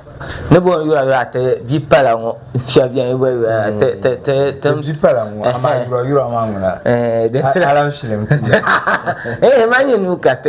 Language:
Dagbani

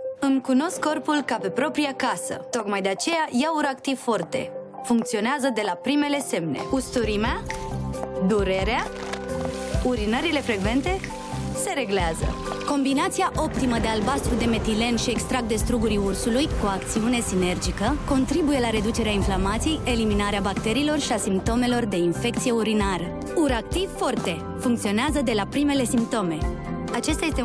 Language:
Romanian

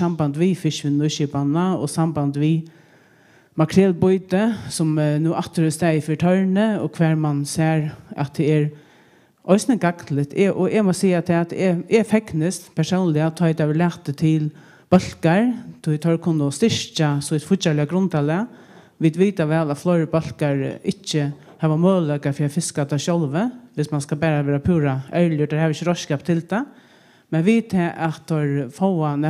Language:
Faroese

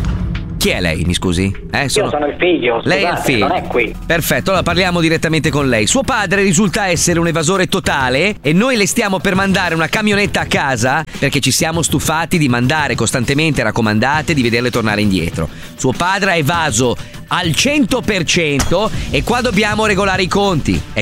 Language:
Italian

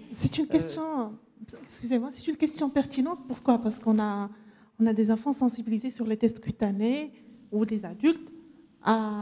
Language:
French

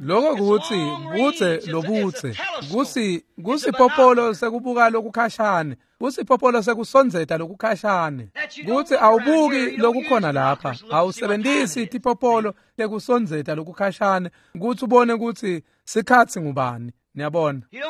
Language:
Swati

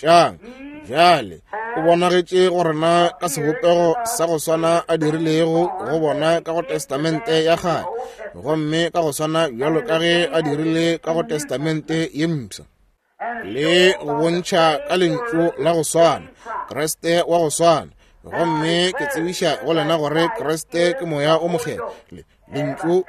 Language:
Northern Sotho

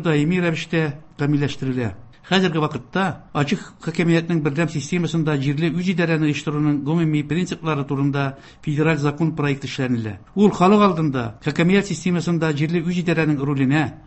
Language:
Tatar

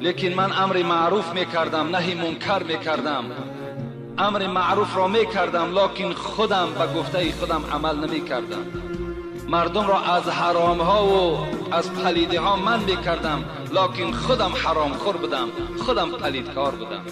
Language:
Tajik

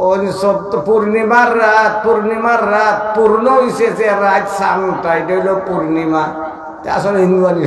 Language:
Sylheti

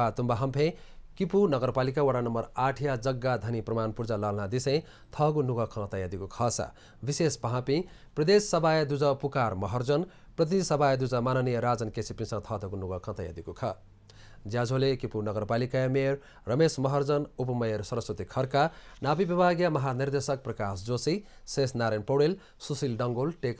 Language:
Newari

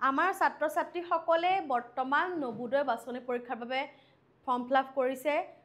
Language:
Assamese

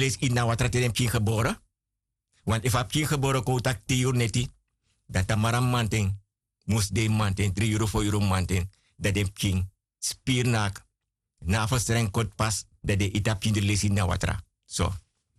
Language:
Sranan Tongo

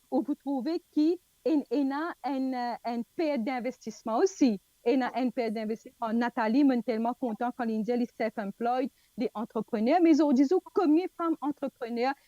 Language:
Morisyen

